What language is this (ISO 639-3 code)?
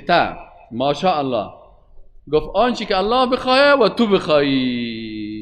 fas